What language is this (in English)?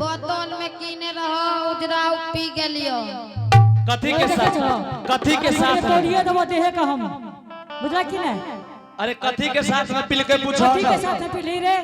Angika